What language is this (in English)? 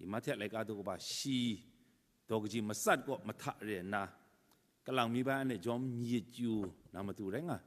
Kachin